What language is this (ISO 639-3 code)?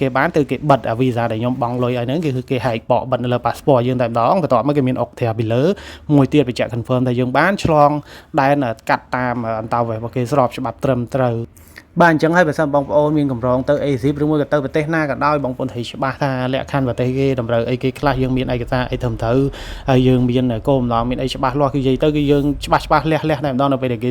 khm